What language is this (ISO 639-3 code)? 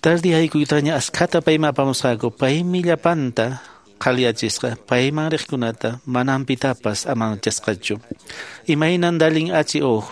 que